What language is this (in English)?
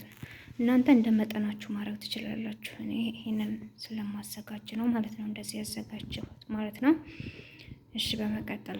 Amharic